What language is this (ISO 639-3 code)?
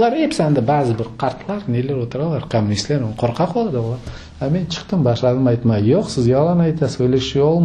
crh